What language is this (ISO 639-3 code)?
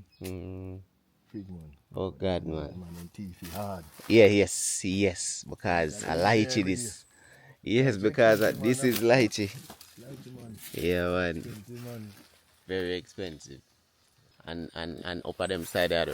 jam